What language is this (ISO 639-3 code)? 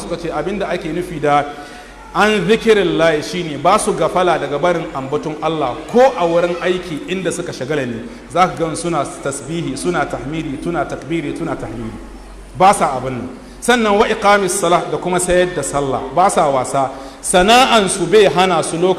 hau